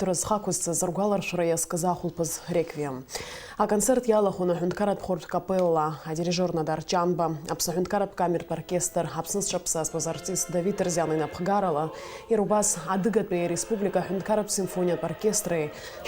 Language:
Abkhazian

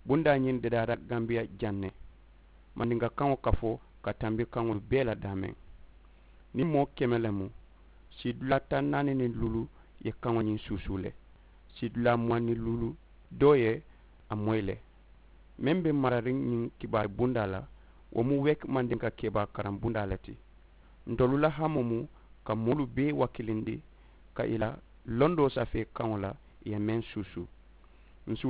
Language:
Mandingo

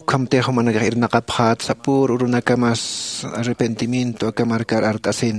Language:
Aymara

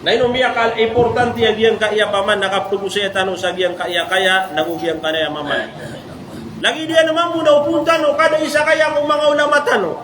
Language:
Maranao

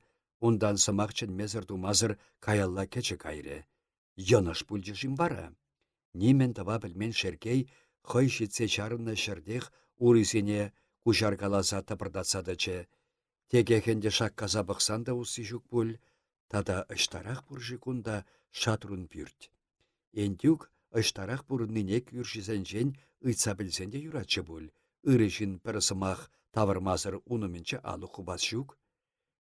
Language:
Chuvash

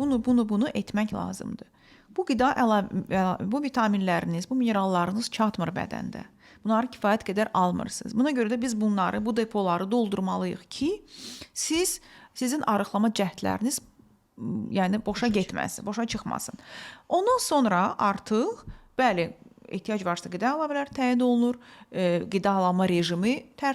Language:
Azerbaijani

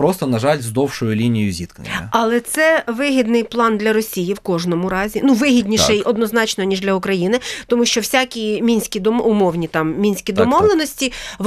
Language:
Ukrainian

